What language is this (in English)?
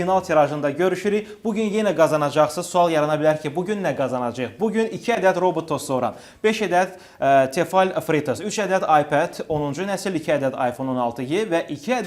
Azerbaijani